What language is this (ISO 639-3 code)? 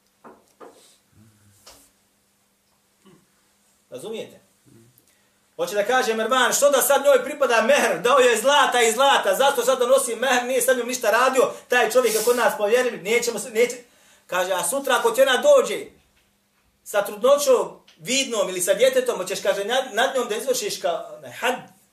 bos